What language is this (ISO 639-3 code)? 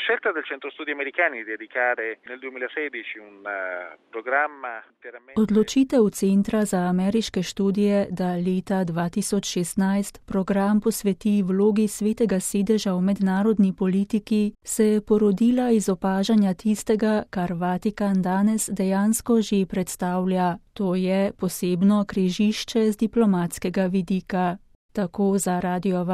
slv